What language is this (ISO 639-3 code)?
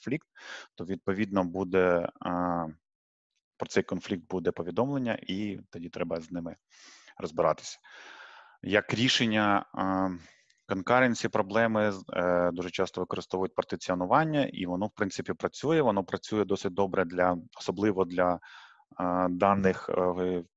ukr